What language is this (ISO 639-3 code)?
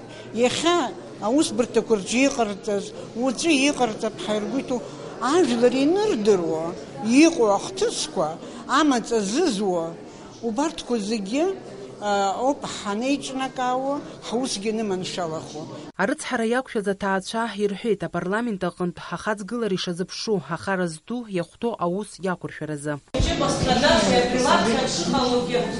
abk